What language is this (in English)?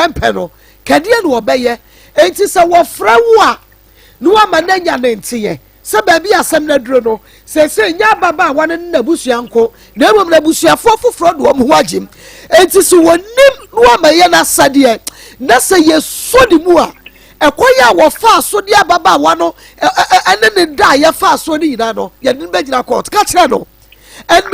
Akan